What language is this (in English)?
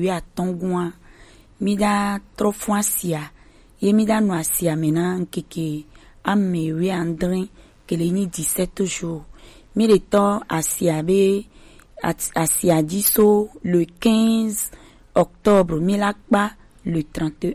Gen